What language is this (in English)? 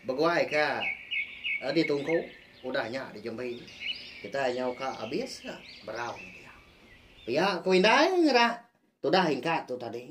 Iban